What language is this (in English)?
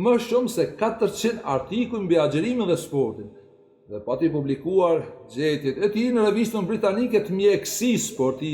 Albanian